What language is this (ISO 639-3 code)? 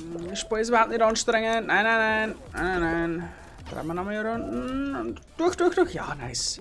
bar